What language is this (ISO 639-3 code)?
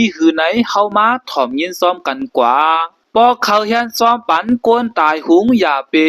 shn